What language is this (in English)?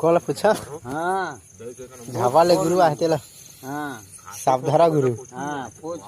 Chhattisgarhi